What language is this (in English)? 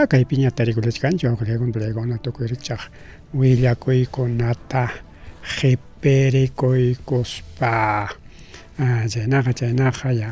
Ayacucho Quechua